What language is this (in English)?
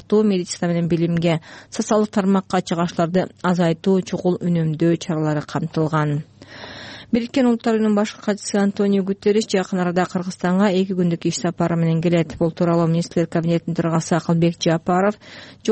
Kyrgyz